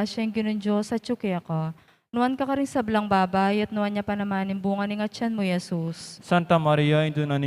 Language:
Pampanga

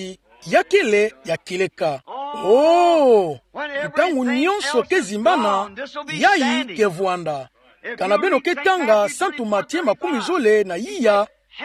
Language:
Kituba (Democratic Republic of Congo)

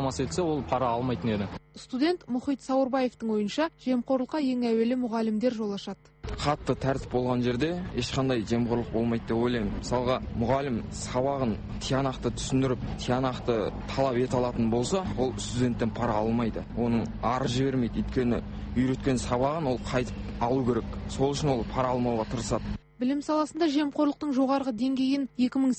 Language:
Kazakh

